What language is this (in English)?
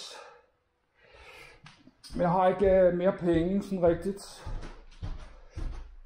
Danish